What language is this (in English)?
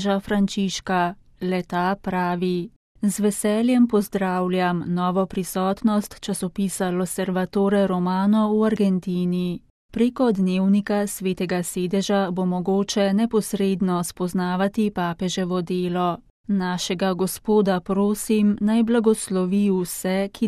Slovenian